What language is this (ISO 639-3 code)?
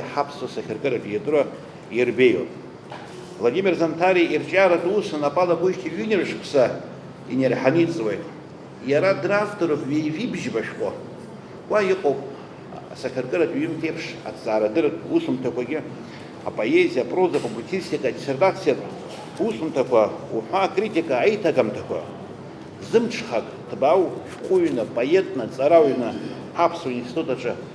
abk